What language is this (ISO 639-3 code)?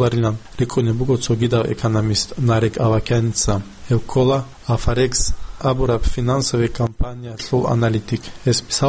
ava